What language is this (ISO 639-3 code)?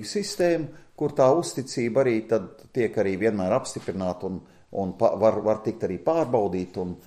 lav